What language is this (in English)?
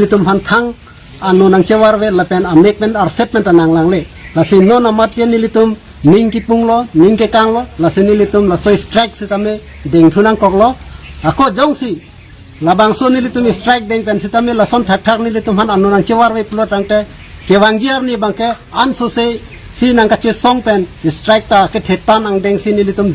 Karbi